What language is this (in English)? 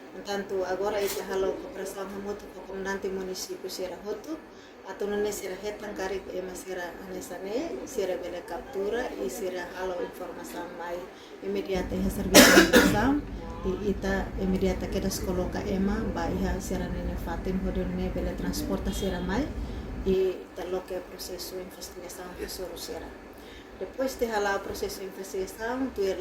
Tetum